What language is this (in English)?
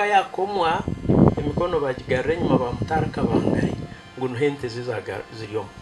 Nyankole